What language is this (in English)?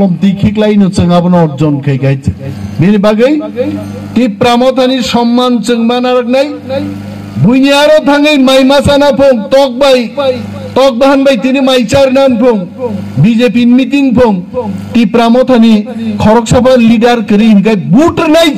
Kok Borok